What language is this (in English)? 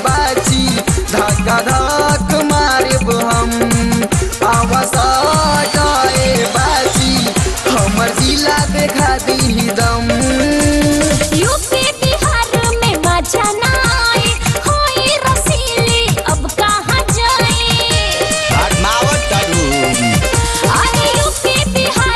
Bhojpuri